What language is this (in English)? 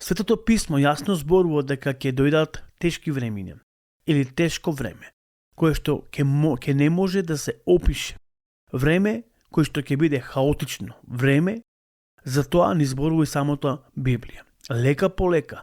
Macedonian